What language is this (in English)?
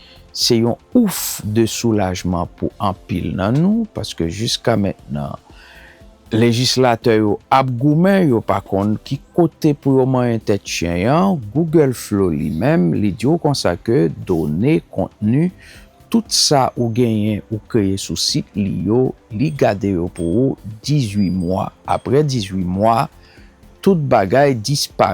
Haitian Creole